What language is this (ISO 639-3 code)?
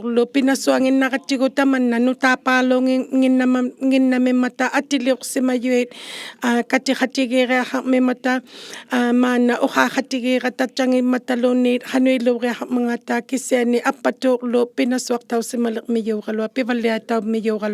iku